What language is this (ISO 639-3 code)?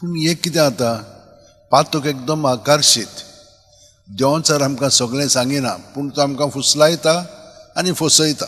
kok